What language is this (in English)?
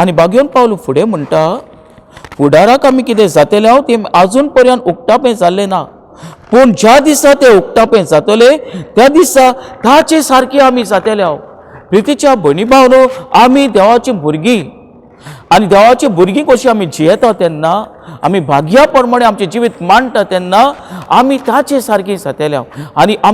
Konkani